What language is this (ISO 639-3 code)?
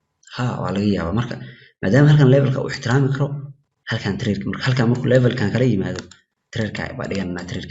som